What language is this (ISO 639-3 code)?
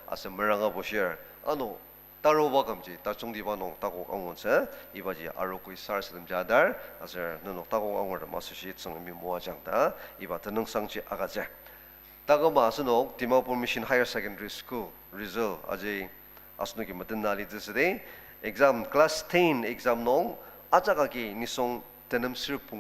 njo